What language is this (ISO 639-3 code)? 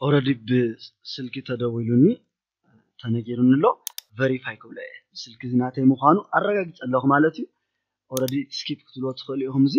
tir